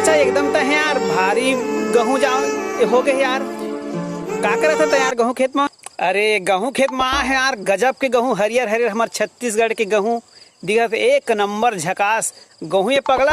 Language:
Chhattisgarhi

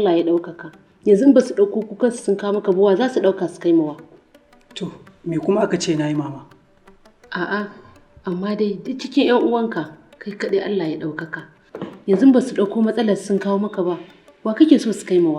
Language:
Hausa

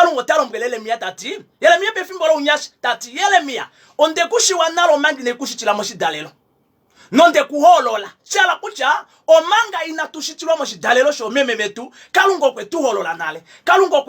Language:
Kuanyama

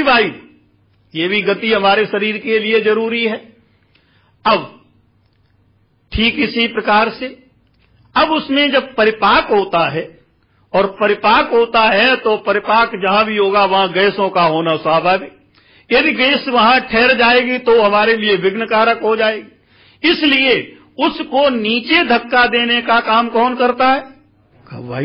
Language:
Hindi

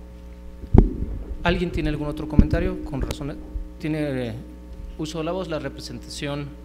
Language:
Spanish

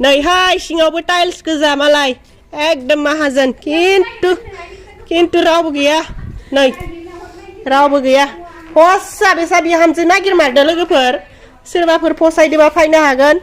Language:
Bodo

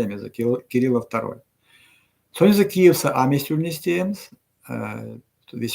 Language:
Erzya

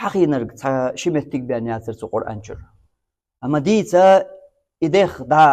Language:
Chechen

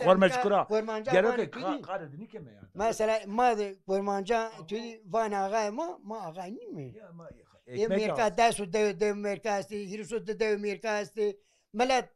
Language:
Zaza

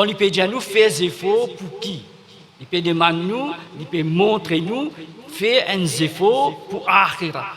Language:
Morisyen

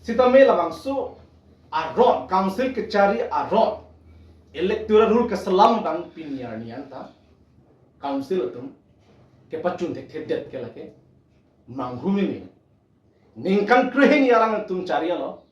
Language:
Karbi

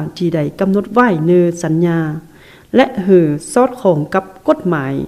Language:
Lao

